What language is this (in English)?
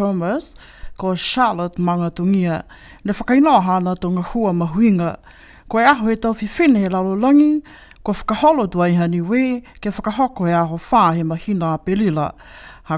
Niuean